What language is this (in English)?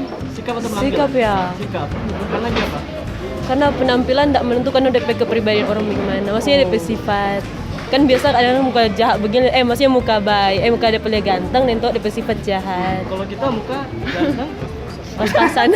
Manado Malay